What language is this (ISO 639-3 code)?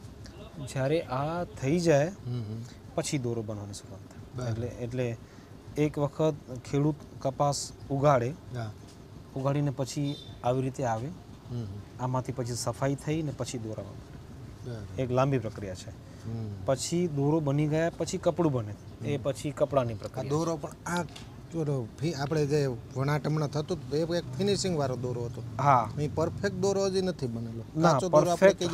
guj